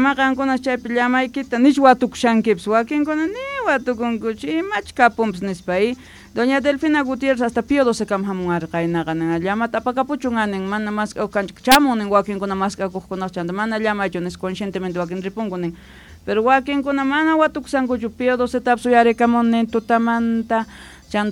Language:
South Bolivian Quechua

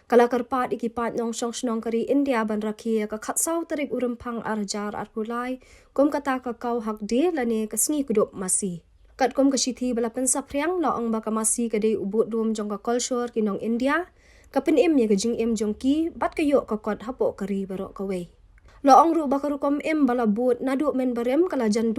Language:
Khasi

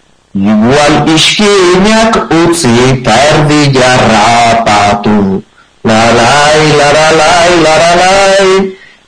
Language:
Basque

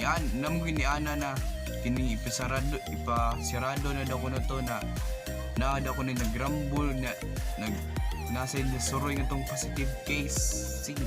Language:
Cebuano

